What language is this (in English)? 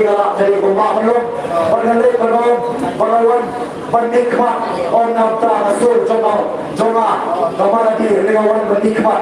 Khasi